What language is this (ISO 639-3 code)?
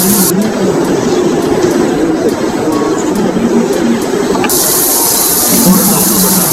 tam